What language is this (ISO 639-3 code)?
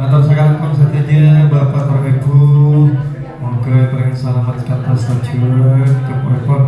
mad